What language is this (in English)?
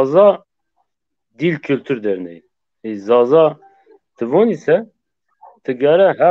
Zaza